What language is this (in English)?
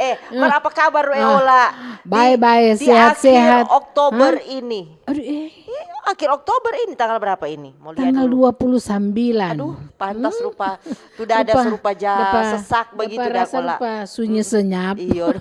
Manado Malay